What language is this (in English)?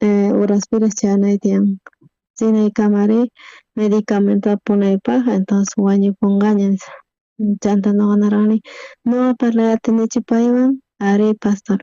South Bolivian Quechua